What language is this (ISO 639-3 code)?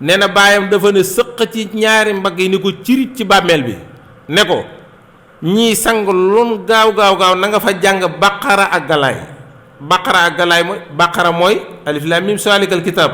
wol